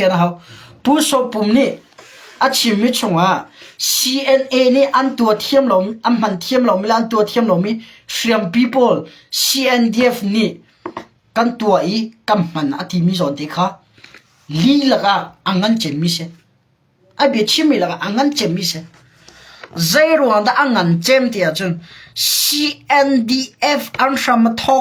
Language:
Hakha Chin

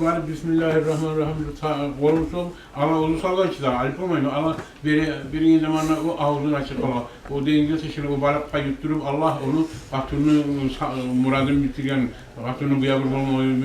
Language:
Kumyk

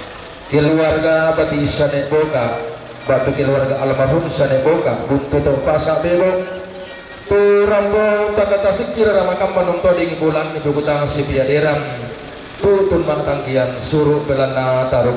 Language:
Toraja-Sa'dan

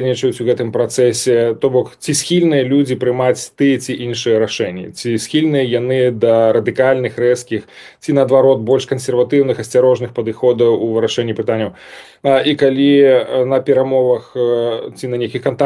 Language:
Belarusian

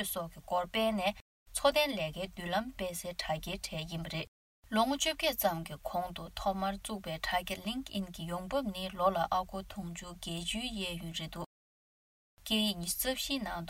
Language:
Tibetan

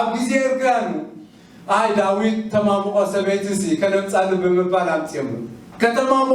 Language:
Tigrinya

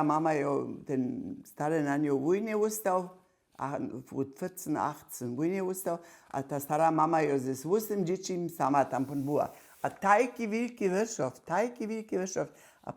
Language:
Upper Sorbian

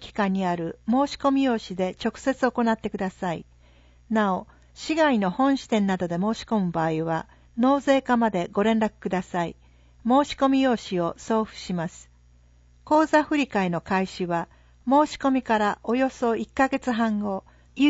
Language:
Japanese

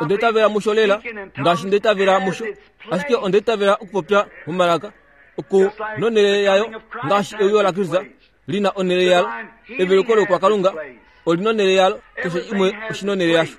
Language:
Kuanyama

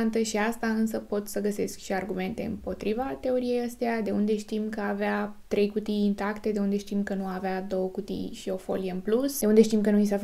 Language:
Romanian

